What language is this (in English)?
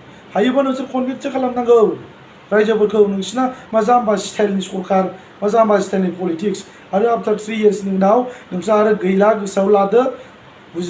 Bodo